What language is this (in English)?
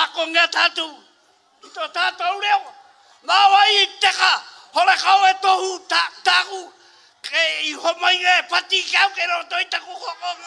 Māori